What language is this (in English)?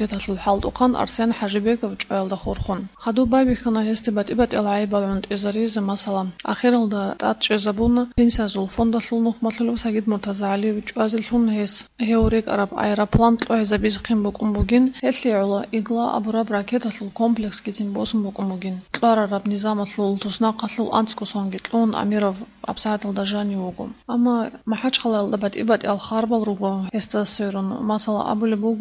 Avaric